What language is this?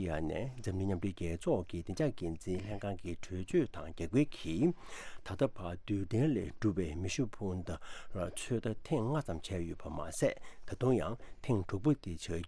Tibetan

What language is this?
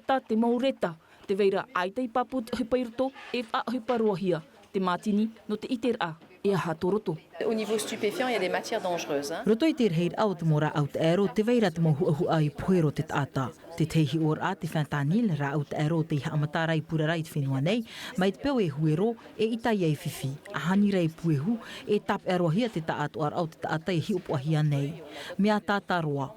Tahitian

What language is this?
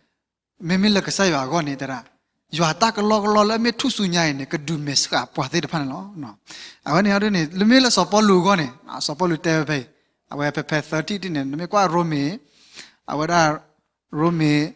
S'gaw Karen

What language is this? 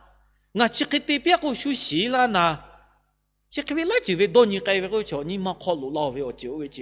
Lahu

